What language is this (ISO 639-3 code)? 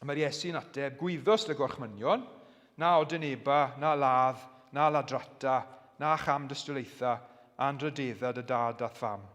cym